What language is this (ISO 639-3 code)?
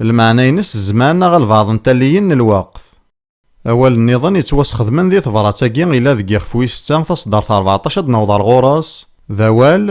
kab